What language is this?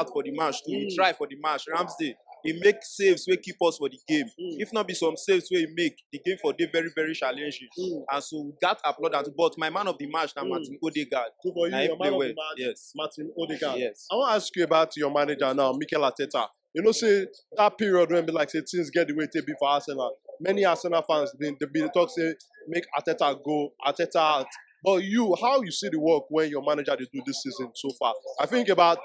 Nigerian Pidgin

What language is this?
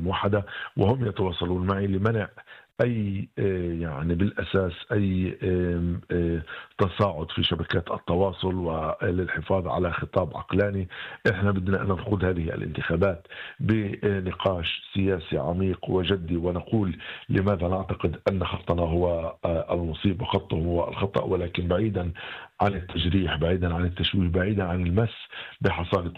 North Levantine Arabic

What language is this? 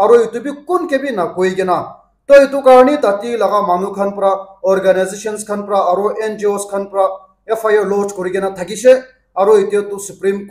Naga Pidgin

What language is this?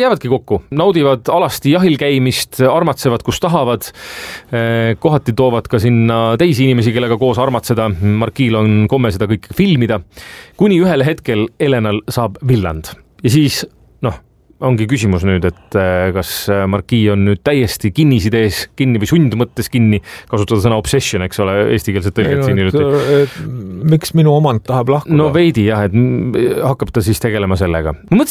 Estonian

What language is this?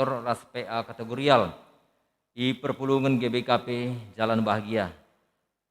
Batak Karo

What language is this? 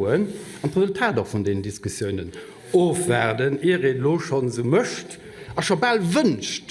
Luxembourgish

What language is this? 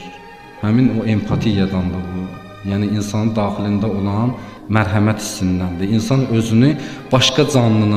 Azerbaijani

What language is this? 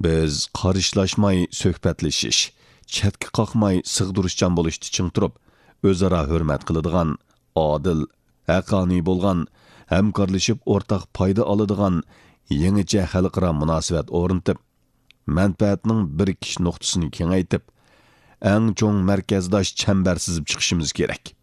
Uyghur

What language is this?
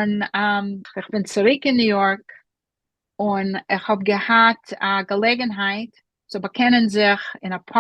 Yiddish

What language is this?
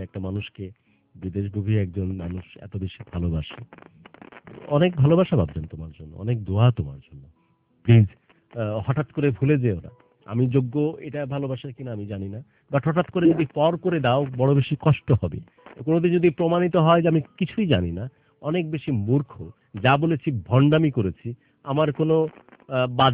Bangla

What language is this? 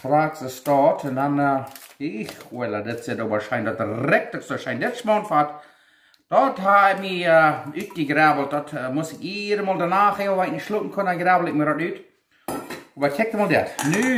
Plautdietsch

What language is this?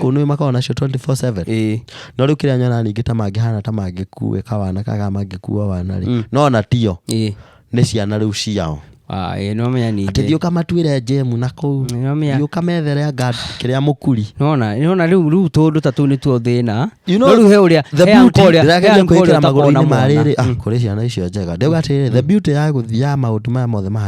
Kikuyu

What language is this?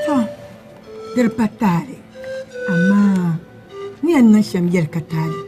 Dagbani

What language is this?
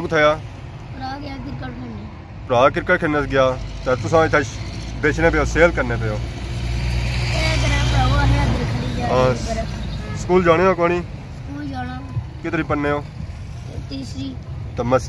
Pahari-Potwari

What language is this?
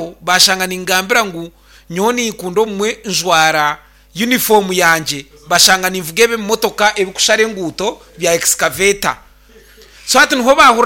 Nyankole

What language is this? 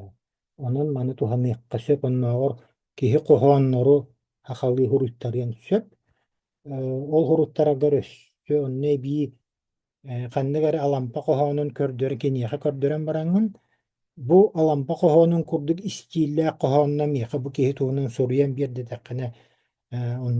Yakut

